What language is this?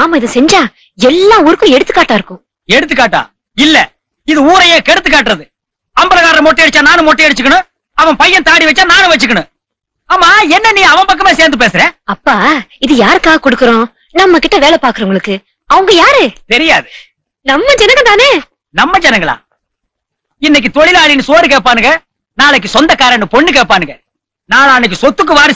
Tamil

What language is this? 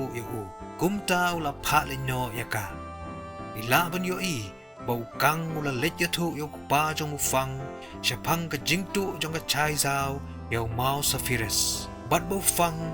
Khasi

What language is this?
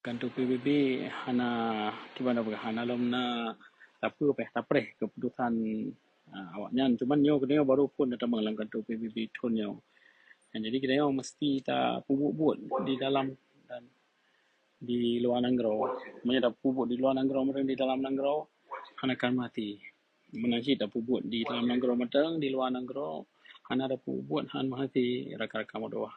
Achinese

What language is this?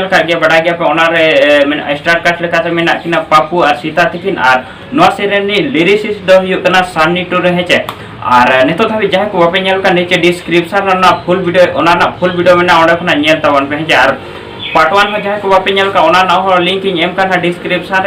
Santali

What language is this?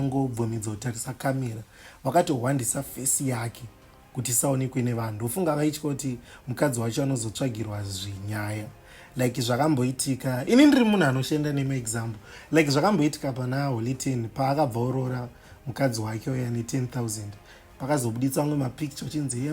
Shona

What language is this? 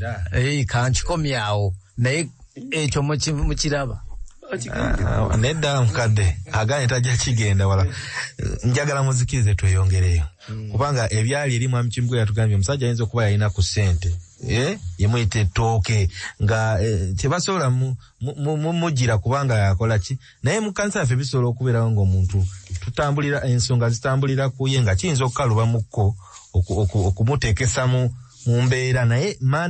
Ganda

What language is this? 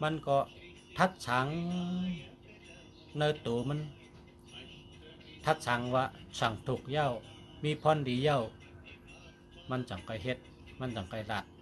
Shan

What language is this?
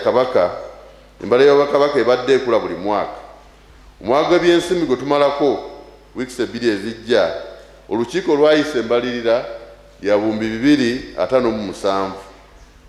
Ganda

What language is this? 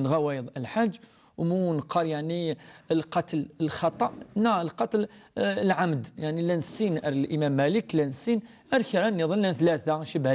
Kabyle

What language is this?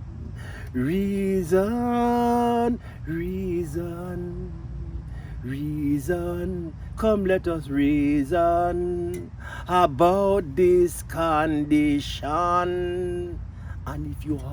Jamaican Creole English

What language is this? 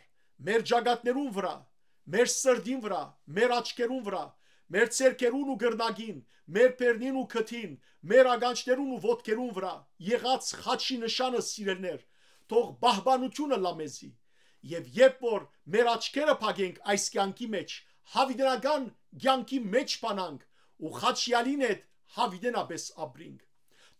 Western Armenian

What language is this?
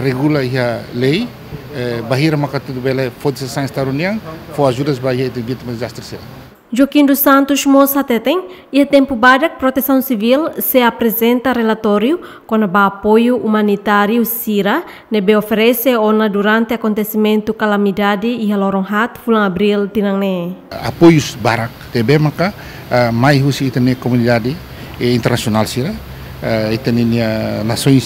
Tetum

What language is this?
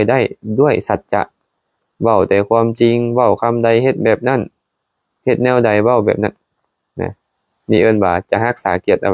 Lao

